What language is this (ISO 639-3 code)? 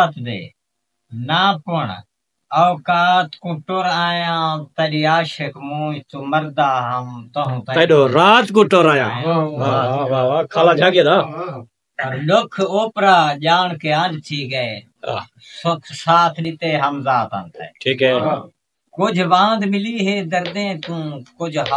skr